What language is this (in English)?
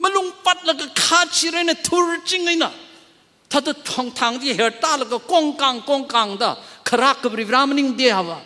Tangkhul Naga (India)